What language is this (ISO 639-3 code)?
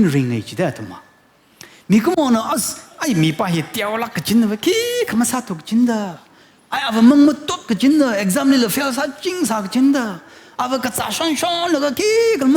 nmf